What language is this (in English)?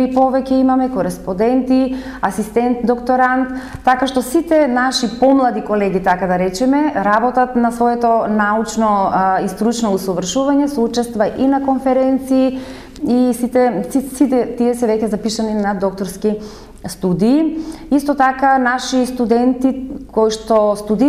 Macedonian